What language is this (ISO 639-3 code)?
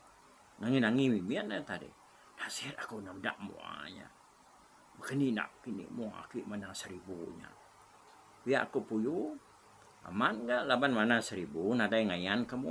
iba